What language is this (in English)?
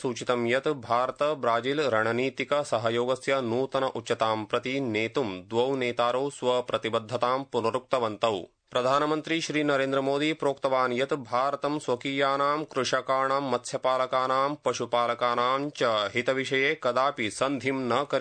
Sanskrit